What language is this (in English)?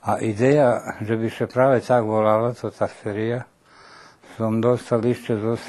Rusyn